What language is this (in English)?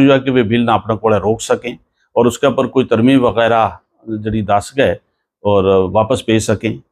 Gujari